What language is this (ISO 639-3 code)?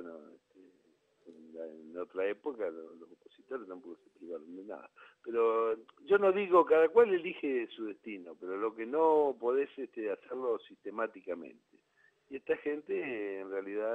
spa